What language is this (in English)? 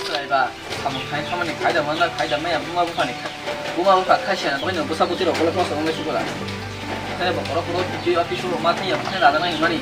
Kok Borok